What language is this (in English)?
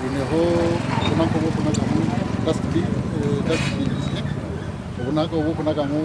Nyankole